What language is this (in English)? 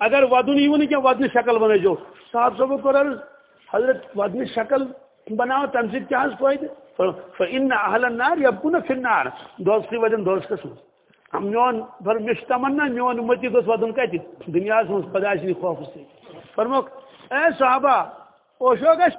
Kashmiri